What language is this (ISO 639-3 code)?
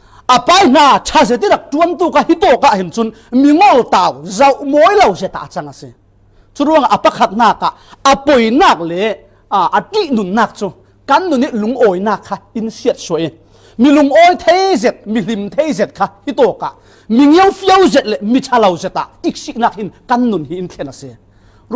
cfm